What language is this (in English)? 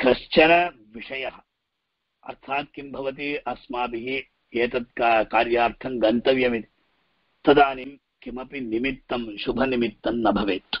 Sanskrit